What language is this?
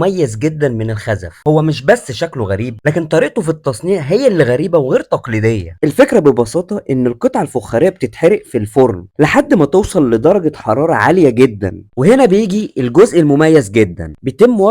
Egyptian Arabic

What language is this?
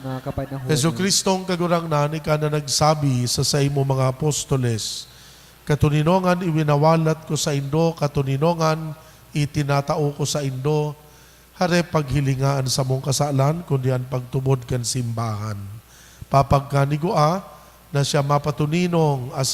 Bikol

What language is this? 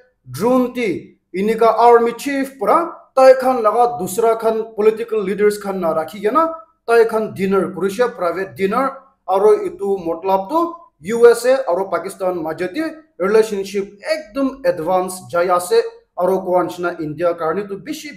Naga Pidgin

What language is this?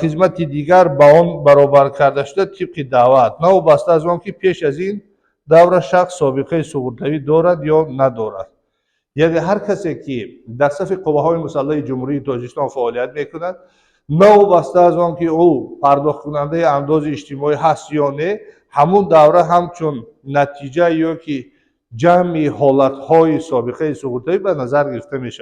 Tajik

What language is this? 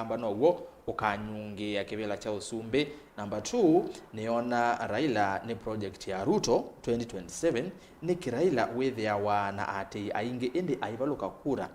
Kamba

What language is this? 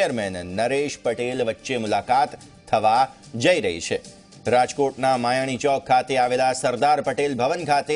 Gujarati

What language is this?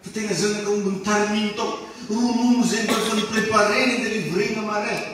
Malagasy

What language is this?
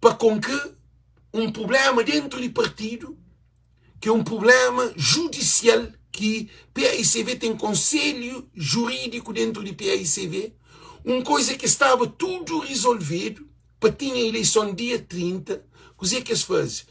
Kabuverdianu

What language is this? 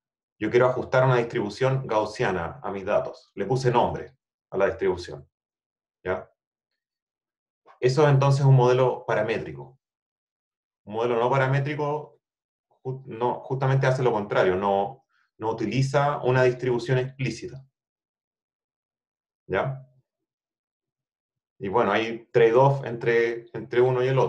Spanish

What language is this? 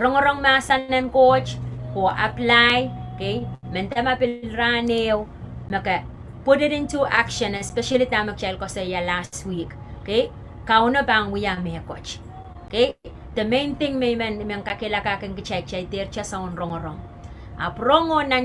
Pohnpeian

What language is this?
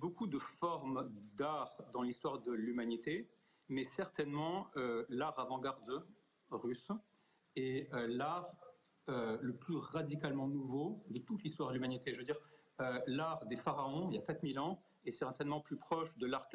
French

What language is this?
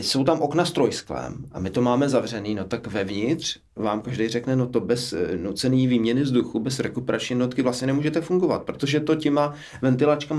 Czech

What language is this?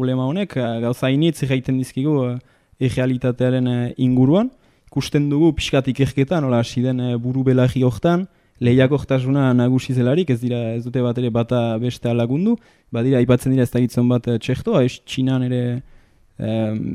Basque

